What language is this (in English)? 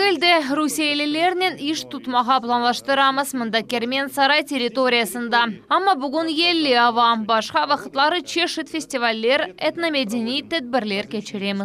Crimean Tatar